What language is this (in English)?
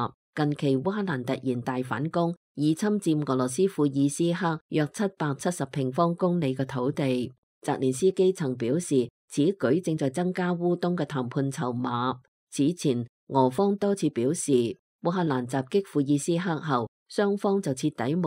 Cantonese